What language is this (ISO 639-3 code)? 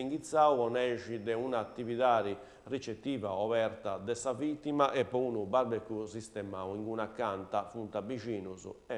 srd